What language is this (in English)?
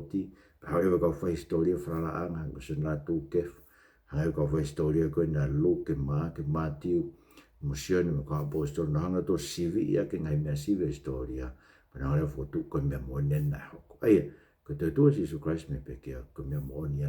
Tongan